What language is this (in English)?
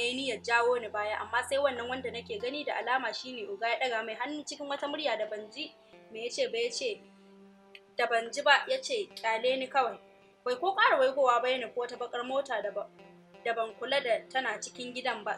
Hausa